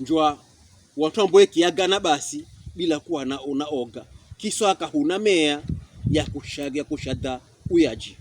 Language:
Pokomo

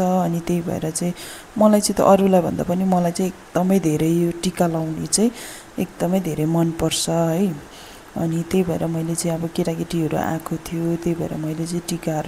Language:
Nepali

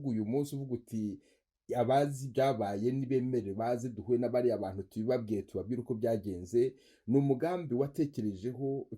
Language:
Kinyarwanda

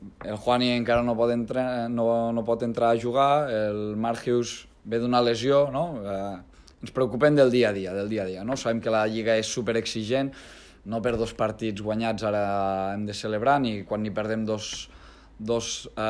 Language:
Catalan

